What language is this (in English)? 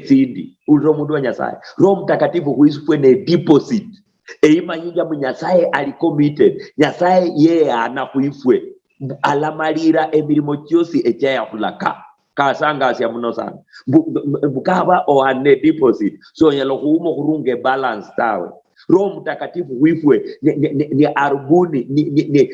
Luyia